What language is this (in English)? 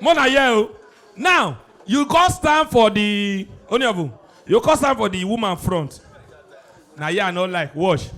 Nigerian Pidgin